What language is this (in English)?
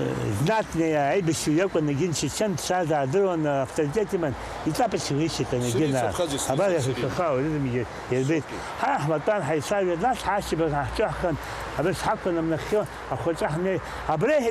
Abkhazian